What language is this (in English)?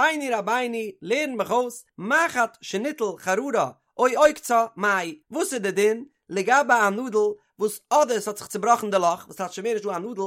Yiddish